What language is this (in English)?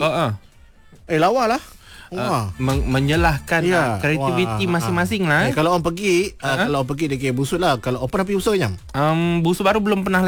Malay